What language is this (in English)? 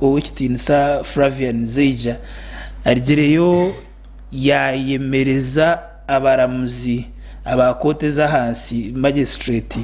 Nyankole